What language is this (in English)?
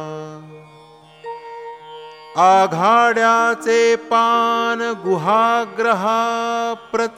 Marathi